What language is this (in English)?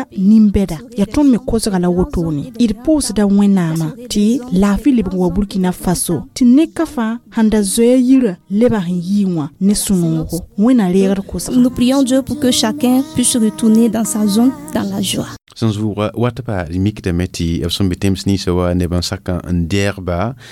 Mossi